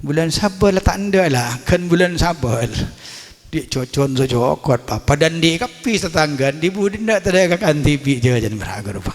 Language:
Madurese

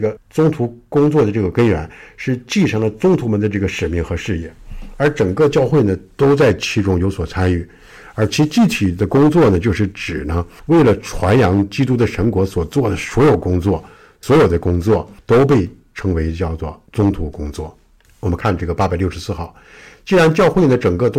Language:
Chinese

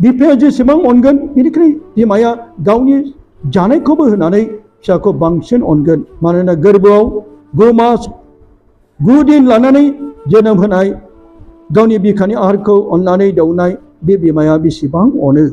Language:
Bodo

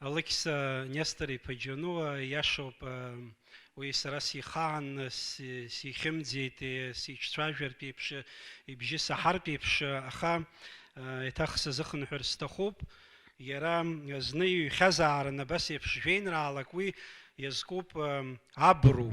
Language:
Abkhazian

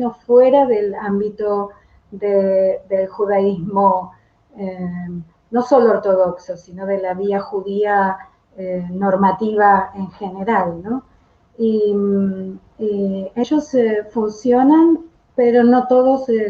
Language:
Ladino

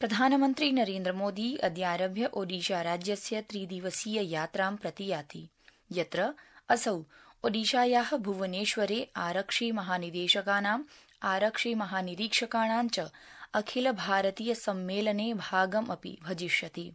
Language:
Sanskrit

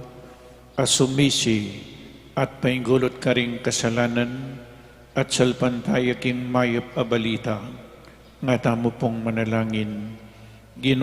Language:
Pampanga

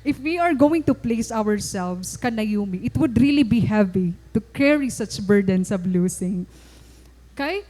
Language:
Waray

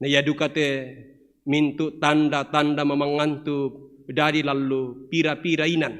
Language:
Toraja-Sa'dan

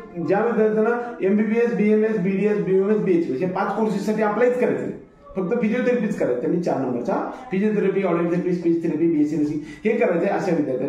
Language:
Marathi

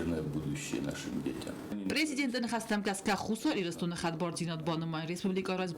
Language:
Ossetic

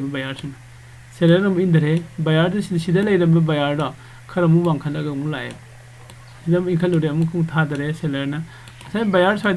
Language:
Manipuri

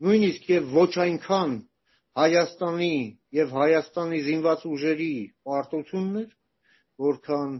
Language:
Armenian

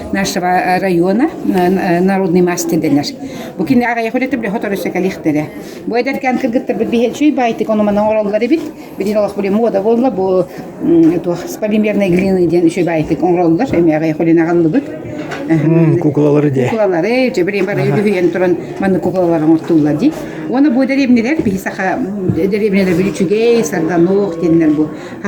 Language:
Yakut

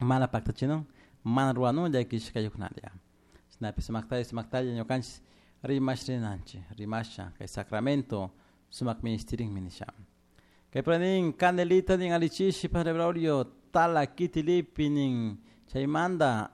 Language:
Chimborazo Highland Quichua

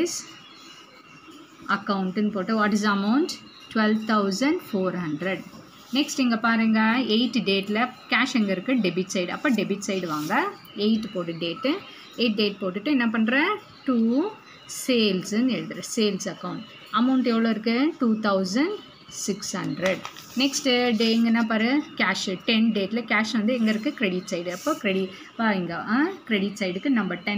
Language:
Tamil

